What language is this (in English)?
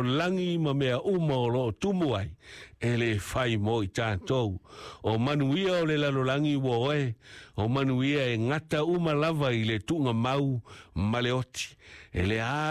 Samoan